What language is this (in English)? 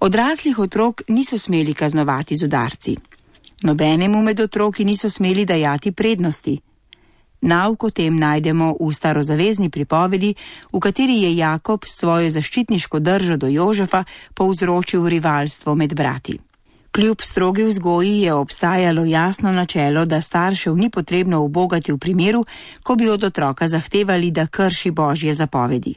Slovenian